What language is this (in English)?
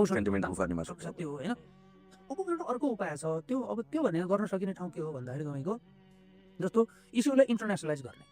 Nepali